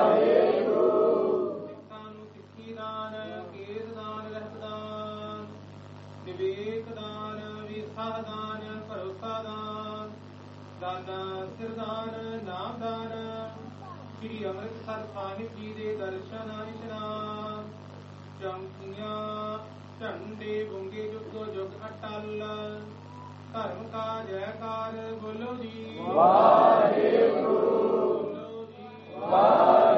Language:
Punjabi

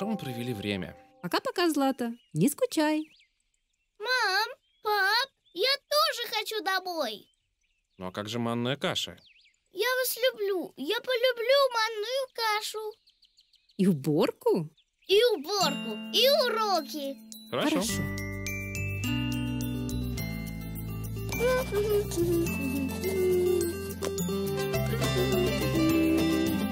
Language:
Russian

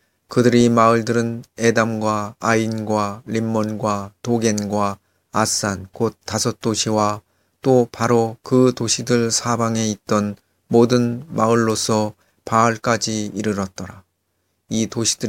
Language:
Korean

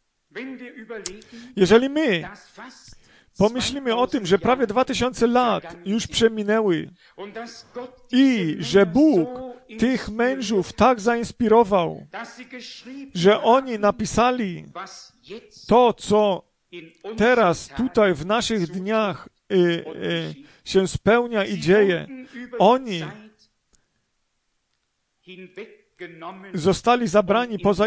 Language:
Polish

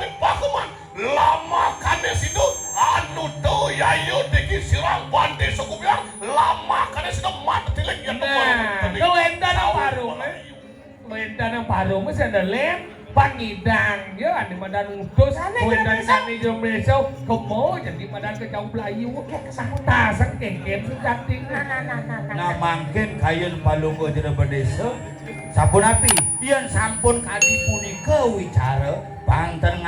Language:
Balinese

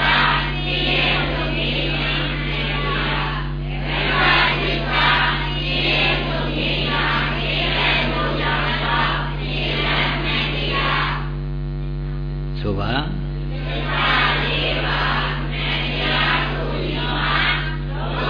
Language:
Burmese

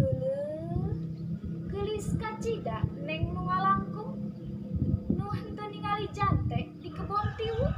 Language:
Sundanese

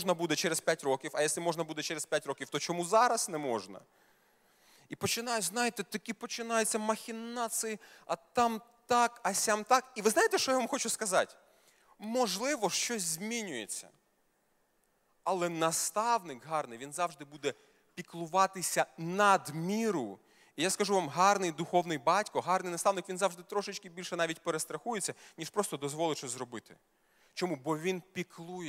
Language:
Ukrainian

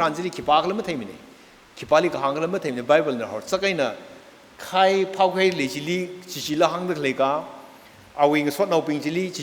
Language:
Tangkhul Naga (India)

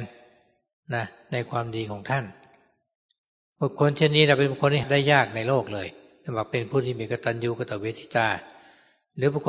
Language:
Thai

